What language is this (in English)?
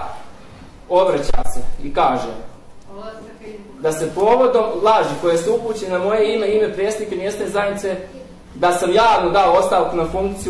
Bosnian